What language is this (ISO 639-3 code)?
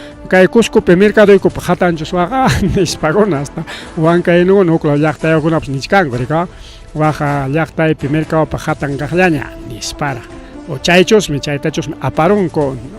quy